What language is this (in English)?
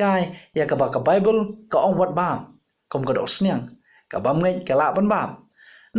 Khasi